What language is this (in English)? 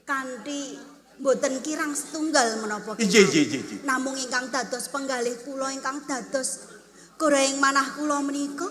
Javanese